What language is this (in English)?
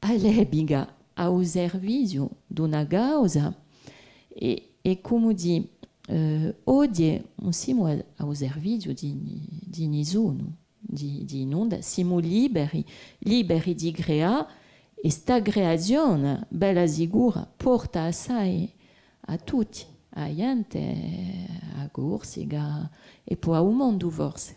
Corsican